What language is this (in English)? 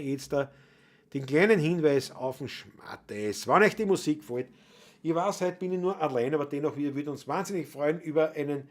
Bavarian